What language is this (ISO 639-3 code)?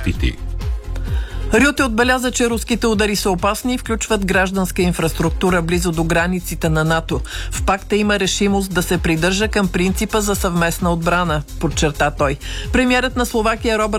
bul